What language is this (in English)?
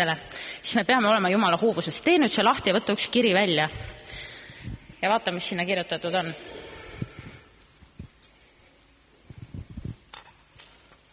Estonian